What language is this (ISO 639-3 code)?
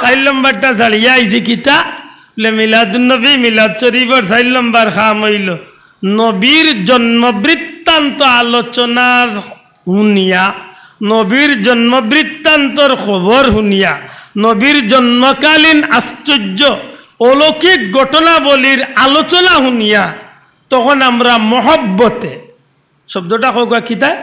syl